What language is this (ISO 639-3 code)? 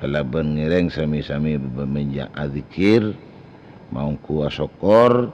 mad